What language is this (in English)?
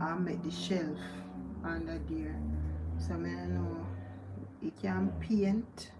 Jamaican Creole English